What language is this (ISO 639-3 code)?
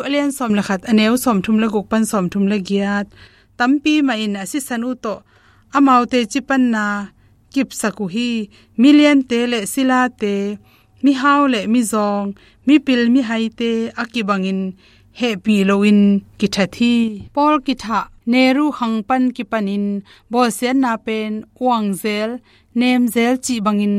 ctd